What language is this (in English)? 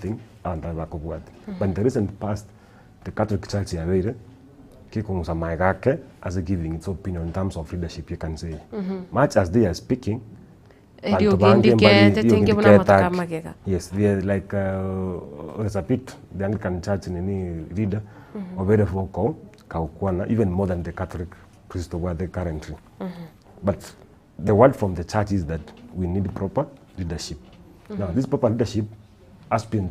Gusii